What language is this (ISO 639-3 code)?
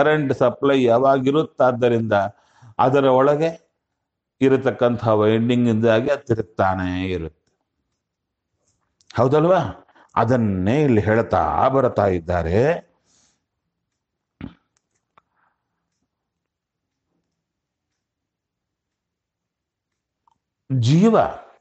kan